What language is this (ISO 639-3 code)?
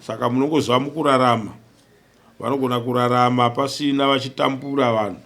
sna